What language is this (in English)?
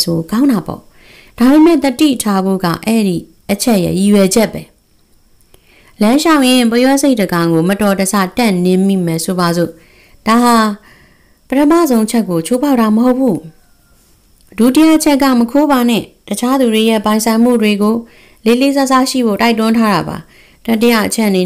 Burmese